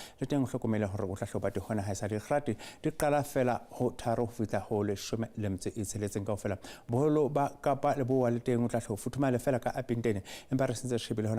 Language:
Southern Sotho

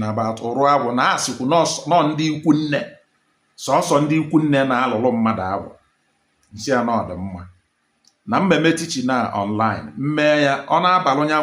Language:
Igbo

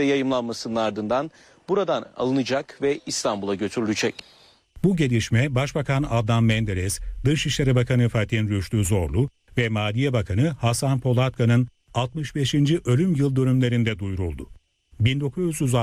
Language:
Turkish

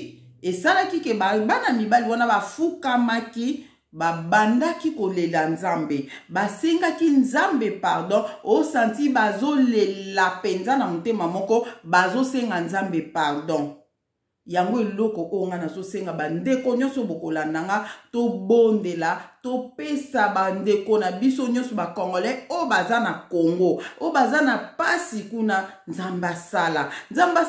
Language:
Lingala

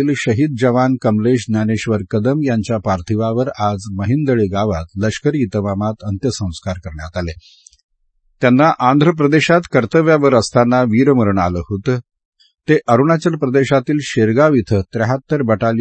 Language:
Marathi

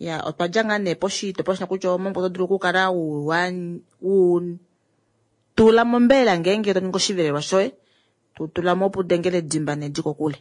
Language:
Kuanyama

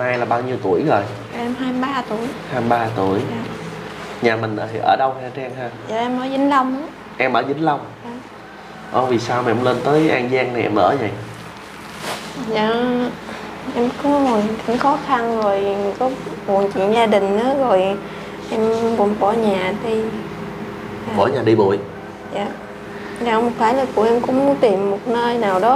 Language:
Vietnamese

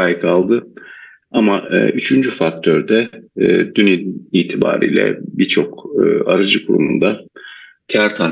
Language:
Turkish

